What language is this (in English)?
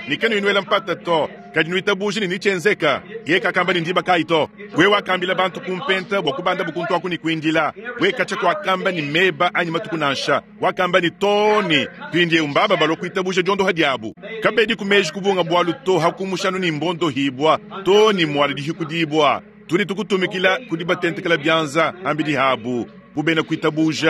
Luba-Lulua